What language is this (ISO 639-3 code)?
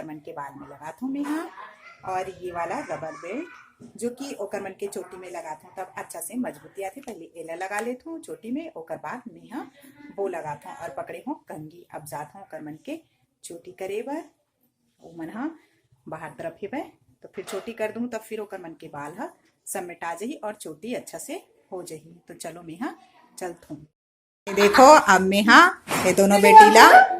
hne